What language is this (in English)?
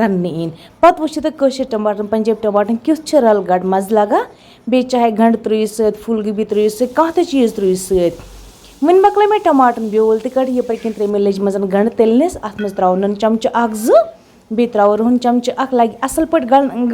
Kashmiri